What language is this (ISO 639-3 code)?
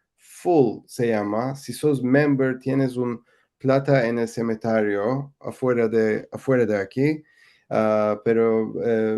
lad